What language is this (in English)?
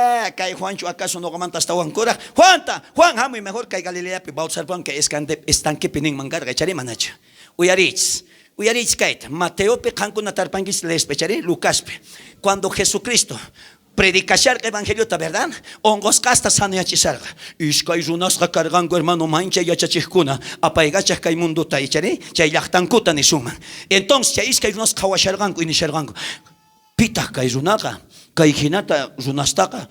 South Bolivian Quechua